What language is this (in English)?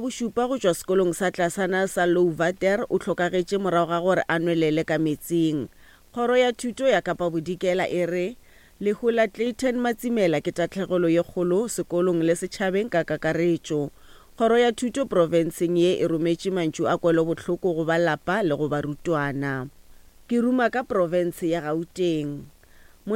Northern Sotho